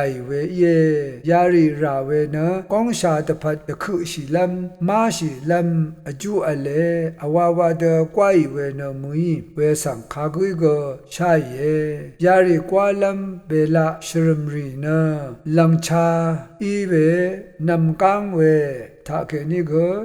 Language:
Rawang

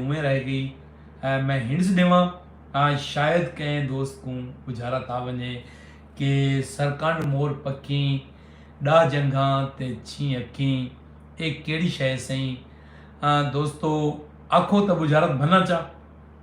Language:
Saraiki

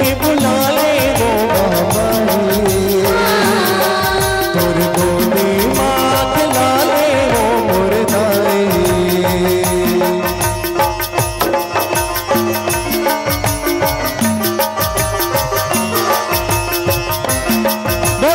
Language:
Chhattisgarhi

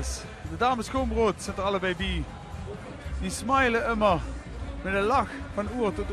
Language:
Limburgish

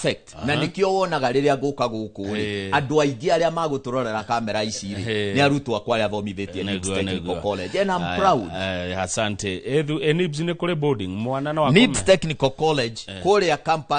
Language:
Kikuyu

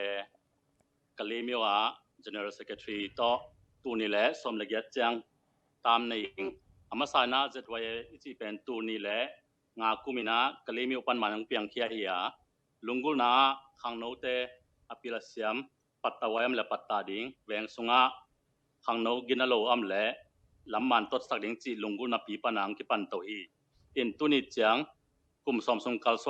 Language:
Tedim Chin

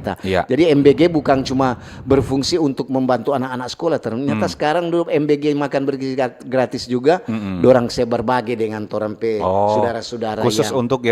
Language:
Manado Malay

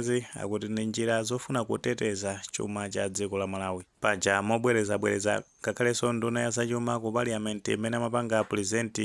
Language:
Nyanja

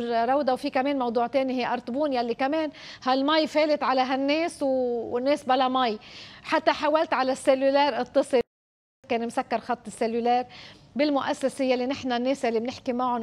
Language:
North Levantine Arabic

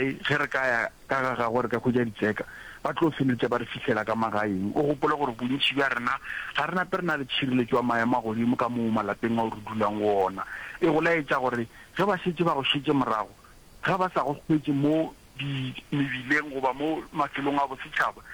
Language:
Northern Sotho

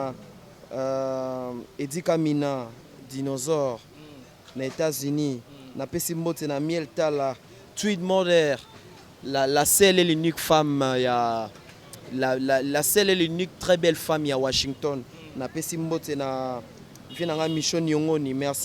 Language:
Lingala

